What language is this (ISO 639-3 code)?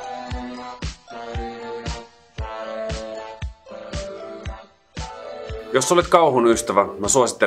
fin